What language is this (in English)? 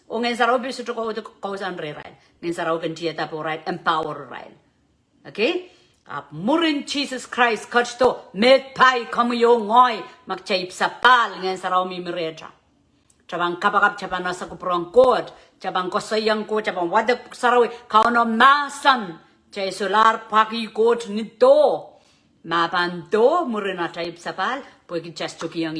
Pohnpeian